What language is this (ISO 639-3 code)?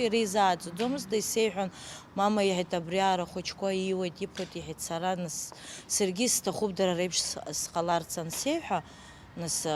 abk